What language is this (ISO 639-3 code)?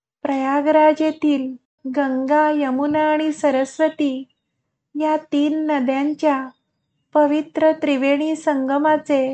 mar